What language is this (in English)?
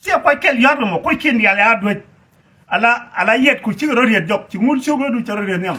Nuer